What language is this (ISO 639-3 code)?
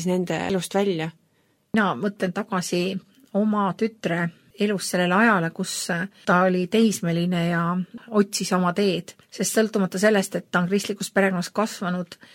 est